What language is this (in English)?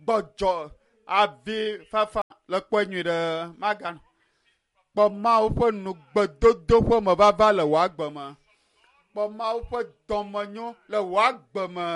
Ewe